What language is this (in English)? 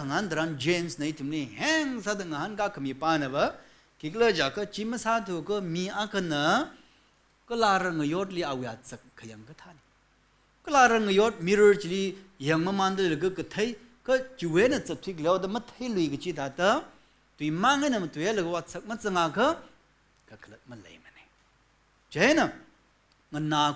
Tangkhul Naga (India)